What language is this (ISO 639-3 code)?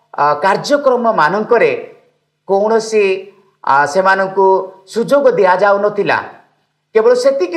ori